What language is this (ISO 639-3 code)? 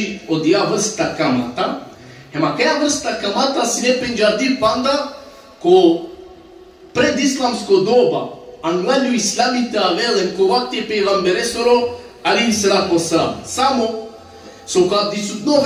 rmn